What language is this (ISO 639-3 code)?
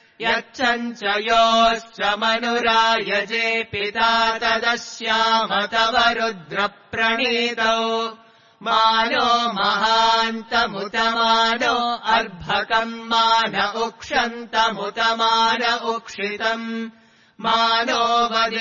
san